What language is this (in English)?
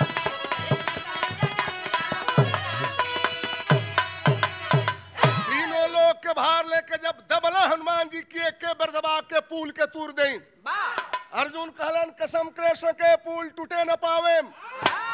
Bhojpuri